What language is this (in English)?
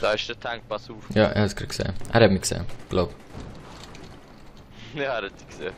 Swiss German